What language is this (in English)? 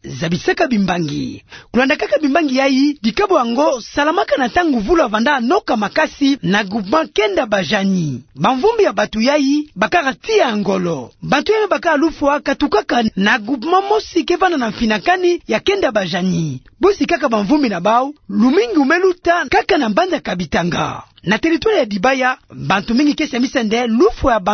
Kituba (Democratic Republic of Congo)